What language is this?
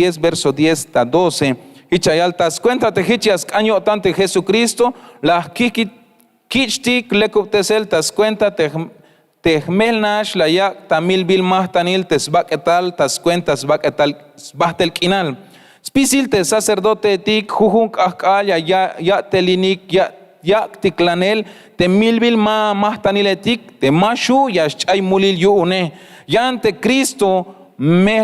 Tzeltal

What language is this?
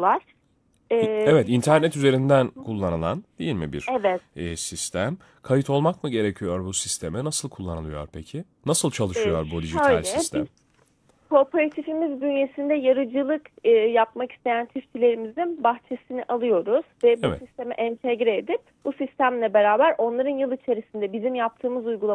Turkish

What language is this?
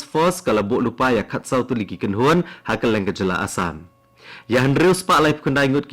Khasi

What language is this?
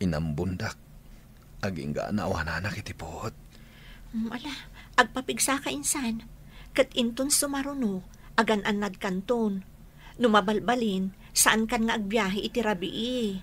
Iloko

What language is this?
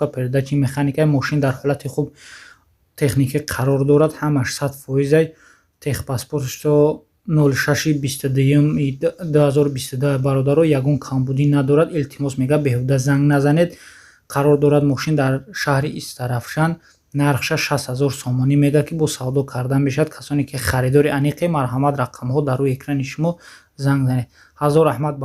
Tajik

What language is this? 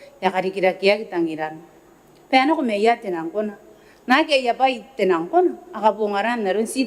Gilbertese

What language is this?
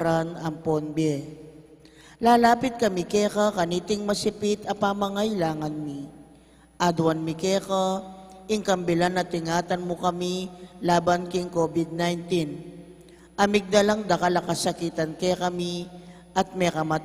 Pampanga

